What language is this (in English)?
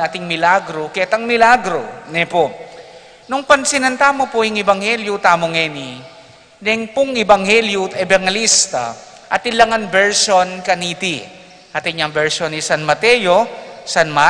Pampanga